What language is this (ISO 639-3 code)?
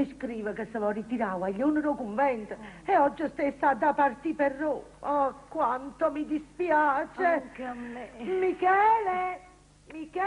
nap